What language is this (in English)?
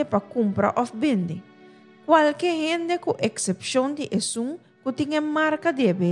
Papiamento